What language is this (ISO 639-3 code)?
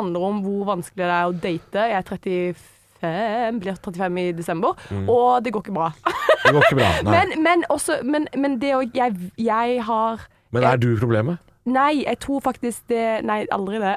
nor